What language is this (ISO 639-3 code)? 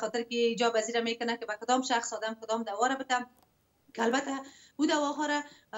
fas